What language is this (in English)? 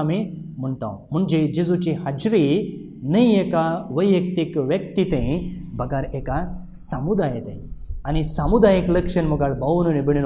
Konkani